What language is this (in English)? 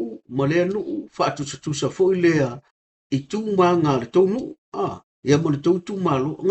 Samoan